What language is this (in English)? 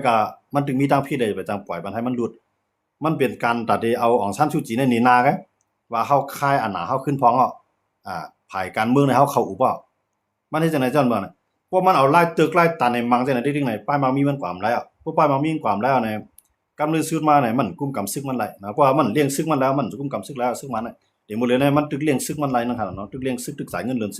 Shan